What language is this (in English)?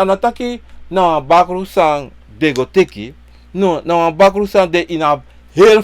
Sranan Tongo